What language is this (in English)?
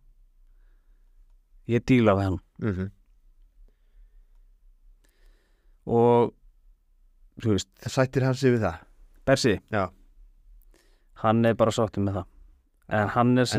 Icelandic